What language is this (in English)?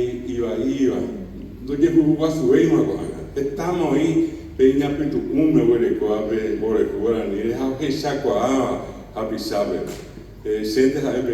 Guarani